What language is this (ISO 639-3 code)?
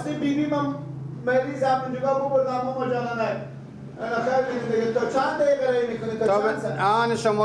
fas